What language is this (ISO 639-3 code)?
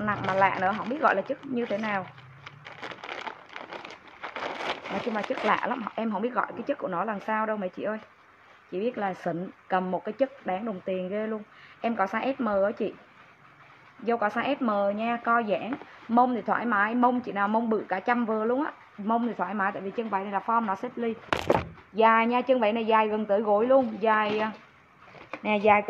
vie